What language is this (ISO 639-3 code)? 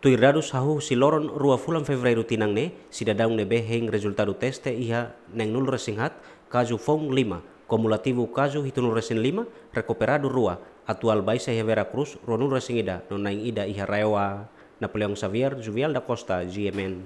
tet